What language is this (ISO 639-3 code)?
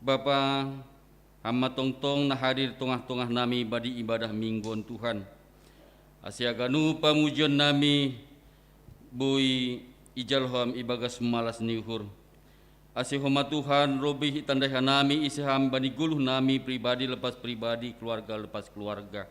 bts